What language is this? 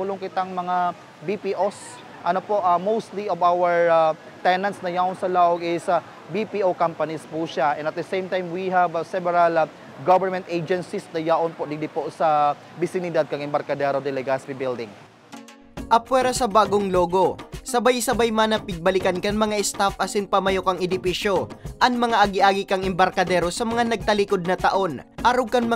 Bikol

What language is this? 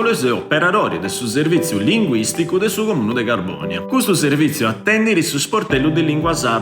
Sardinian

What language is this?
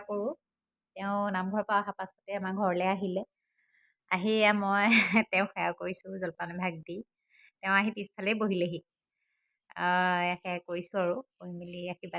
Assamese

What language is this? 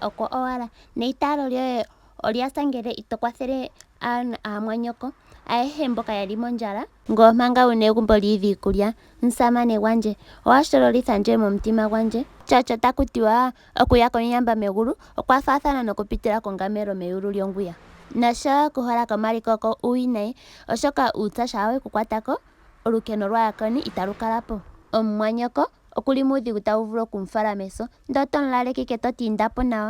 Ndonga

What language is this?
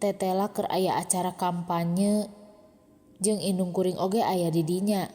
Sundanese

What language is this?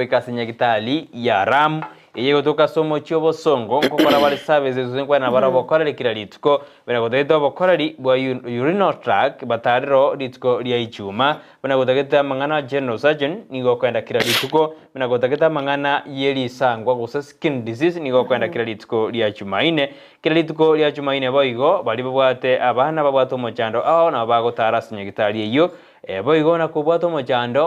Gusii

